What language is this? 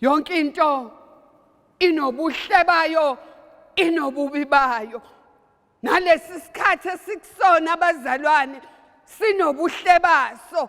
Zulu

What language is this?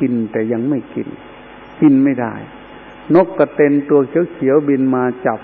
Thai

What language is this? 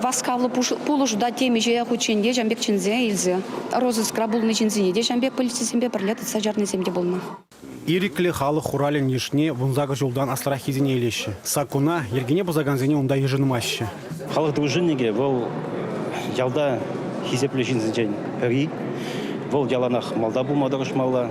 Chuvash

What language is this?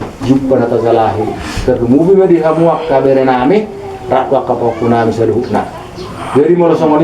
Batak Toba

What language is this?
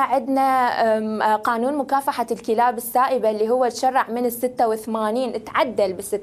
Mesopotamian Arabic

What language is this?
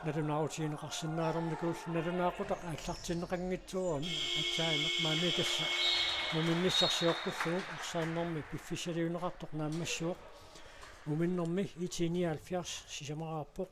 Kalaallisut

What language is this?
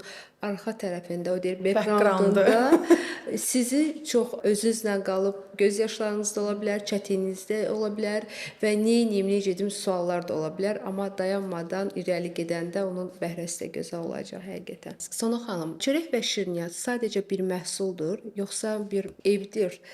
Azerbaijani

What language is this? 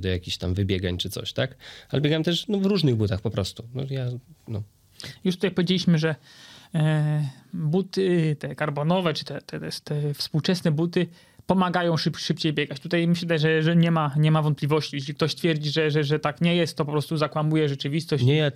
Polish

